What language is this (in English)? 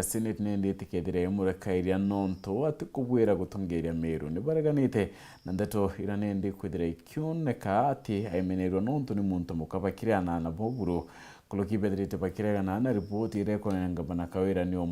Meru